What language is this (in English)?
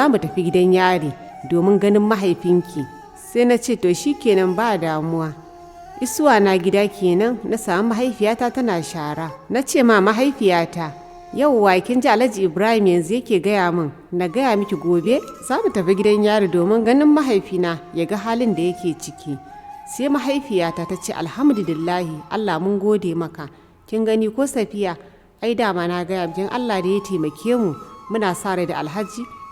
Hausa